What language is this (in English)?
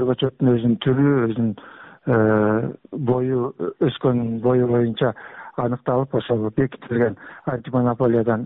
Kyrgyz